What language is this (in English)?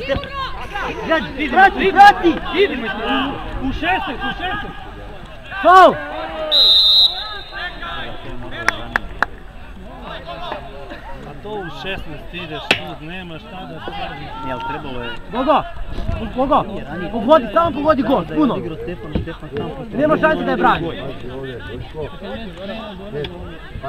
Serbian